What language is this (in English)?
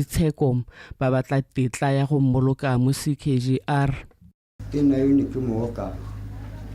Tswana